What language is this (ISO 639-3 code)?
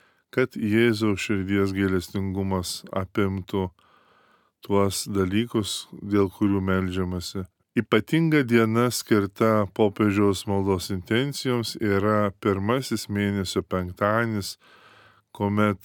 lit